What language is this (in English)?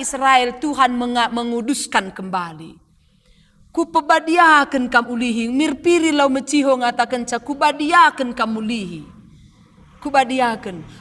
Batak Karo